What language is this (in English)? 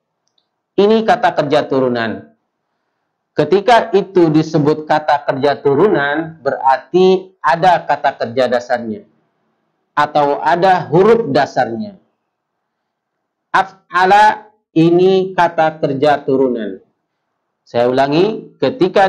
Indonesian